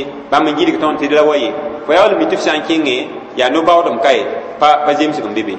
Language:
Mossi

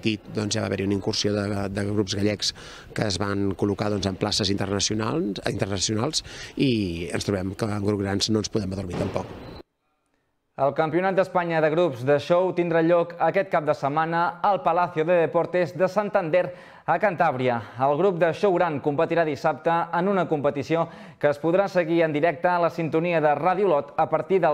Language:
Catalan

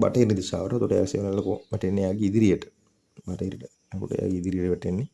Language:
Sinhala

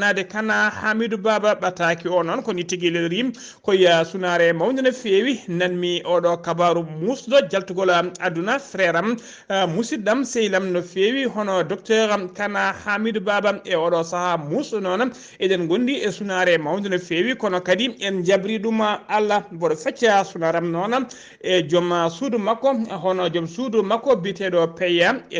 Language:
Fula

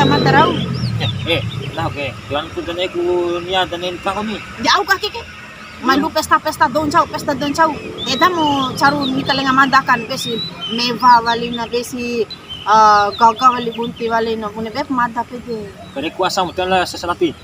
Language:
Bima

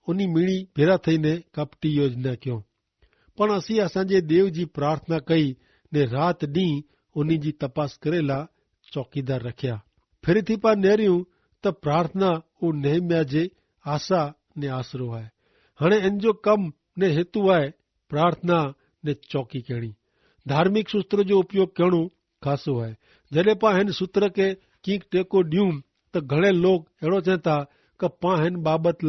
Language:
Kachhi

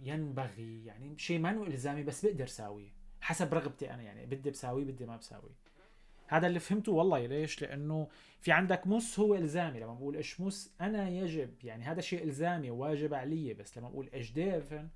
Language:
North Levantine Arabic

